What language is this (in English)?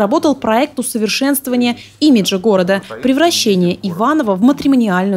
Russian